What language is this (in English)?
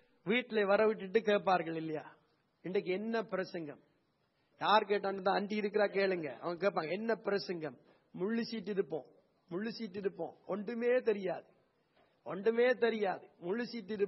Tamil